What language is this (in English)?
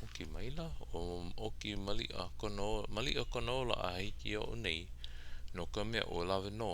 Hawaiian